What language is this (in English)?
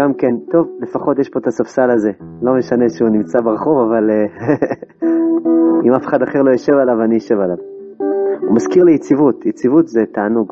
Hebrew